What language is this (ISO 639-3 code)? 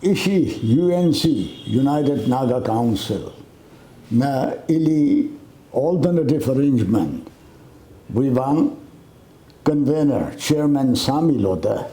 nmf